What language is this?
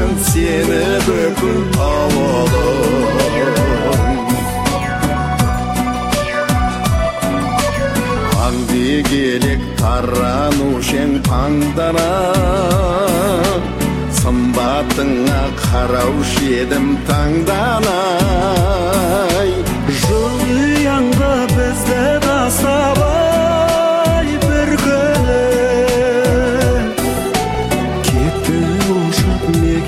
Kazakh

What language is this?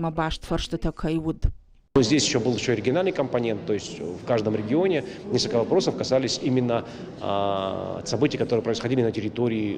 Ossetic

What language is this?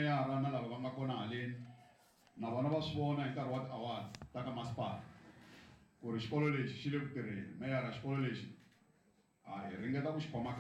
Tsonga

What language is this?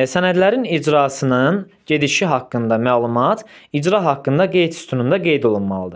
Azerbaijani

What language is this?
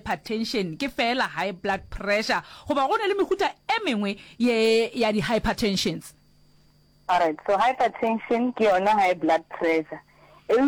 Northern Sotho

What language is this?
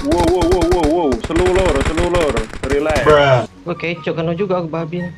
Musi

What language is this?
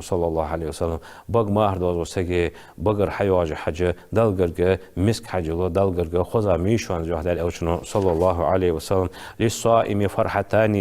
Ingush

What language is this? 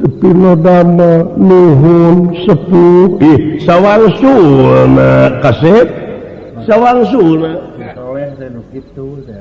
Sundanese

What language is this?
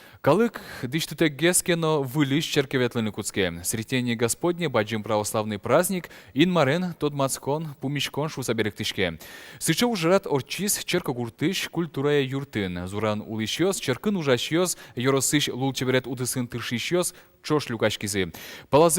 Udmurt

